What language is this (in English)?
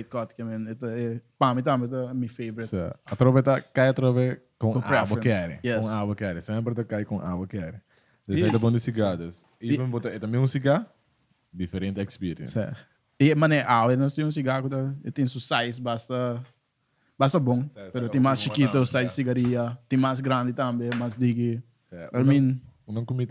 Papiamento